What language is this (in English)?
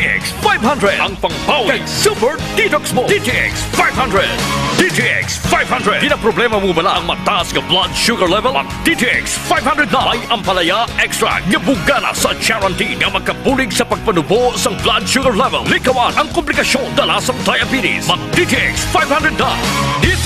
Hiligaynon